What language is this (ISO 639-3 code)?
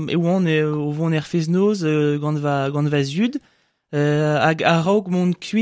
bre